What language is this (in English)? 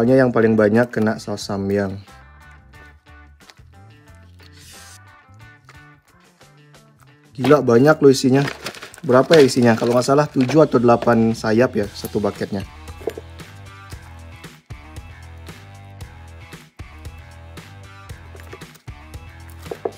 Indonesian